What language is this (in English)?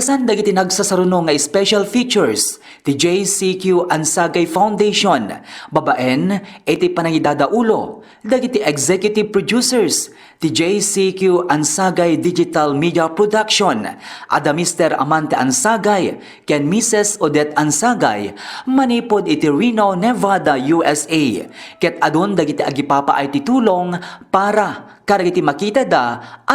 Iloko